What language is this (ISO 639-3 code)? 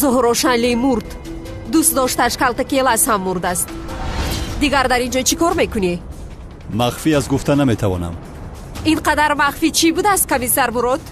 tgk